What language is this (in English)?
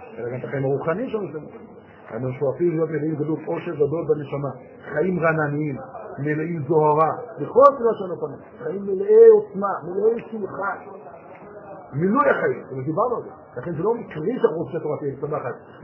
Hebrew